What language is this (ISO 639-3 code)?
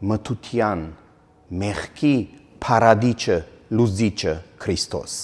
hye